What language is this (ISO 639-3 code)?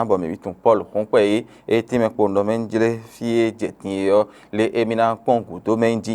fon